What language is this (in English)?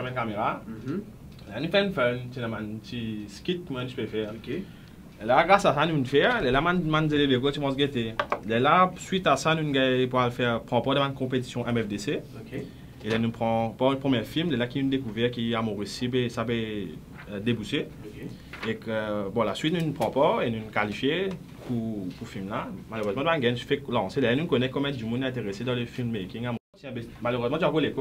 Morisyen